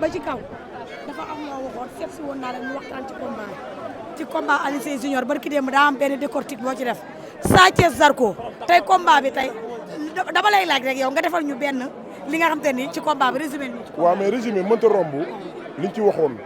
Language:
Wolof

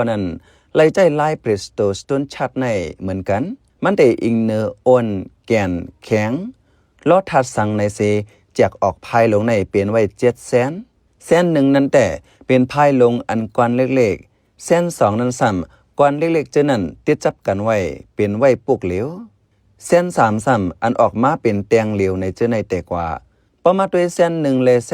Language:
Shan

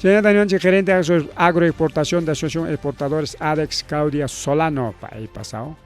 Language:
Ayacucho Quechua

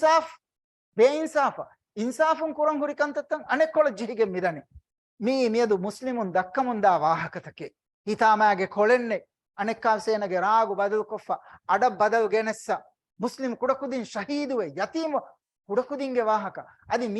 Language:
Divehi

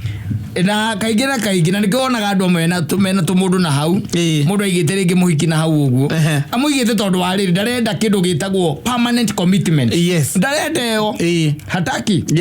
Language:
Kikuyu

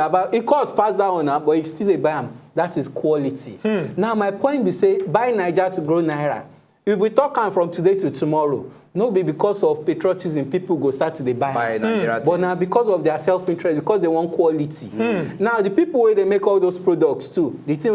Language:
Nigerian Pidgin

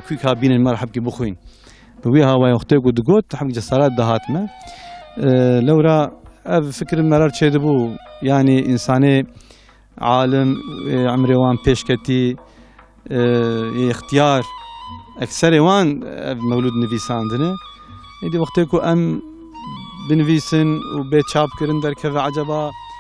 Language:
Kurdish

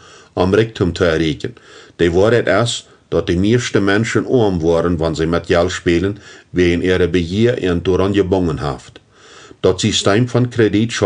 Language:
Plautdietsch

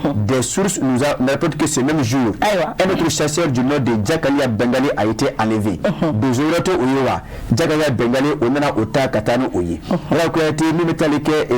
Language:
Bambara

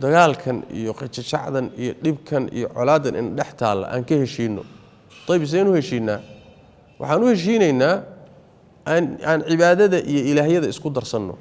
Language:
Somali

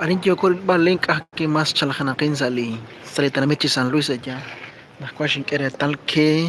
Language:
Kekchí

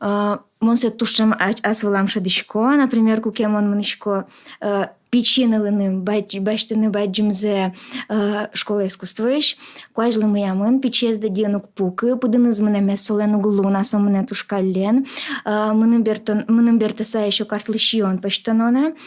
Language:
Udmurt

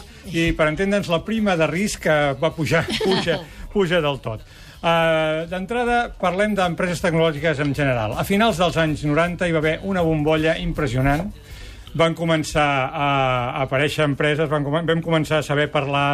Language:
Catalan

